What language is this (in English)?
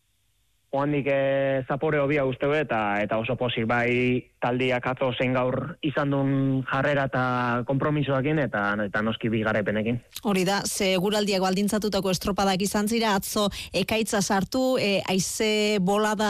Basque